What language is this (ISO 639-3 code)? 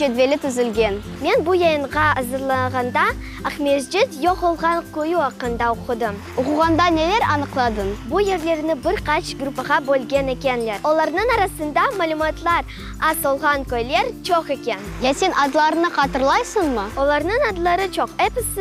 crh